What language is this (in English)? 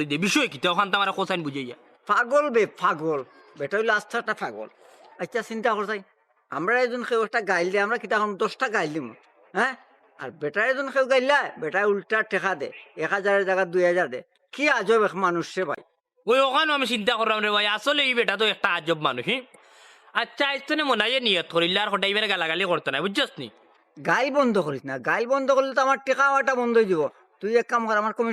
Sylheti